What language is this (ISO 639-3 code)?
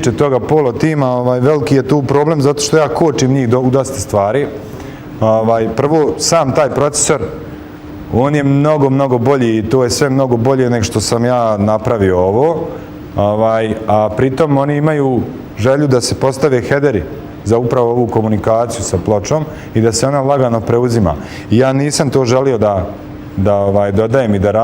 bos